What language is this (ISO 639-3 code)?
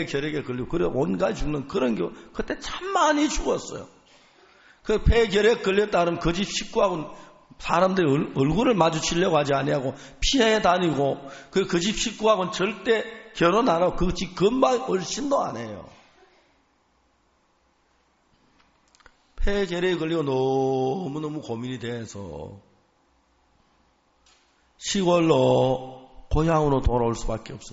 kor